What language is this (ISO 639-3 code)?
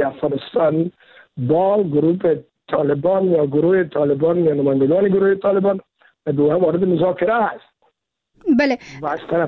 fas